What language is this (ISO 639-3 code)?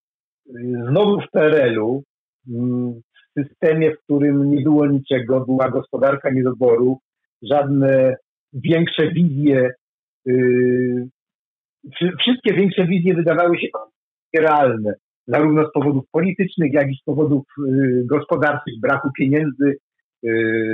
pol